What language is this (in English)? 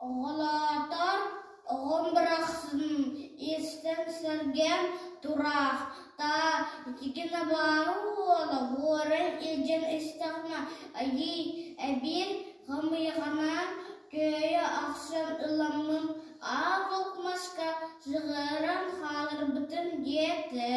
Yakut